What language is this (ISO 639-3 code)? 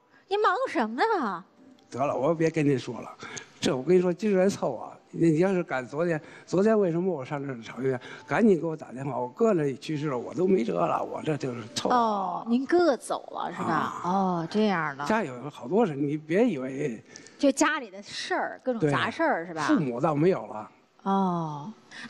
zho